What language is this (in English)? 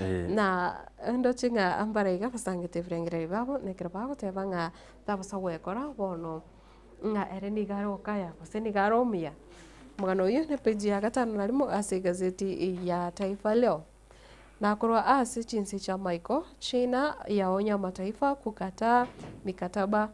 Gusii